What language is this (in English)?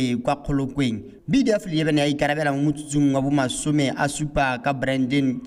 Tswana